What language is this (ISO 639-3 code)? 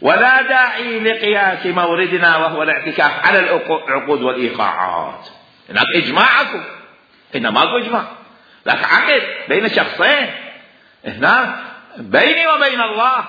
acm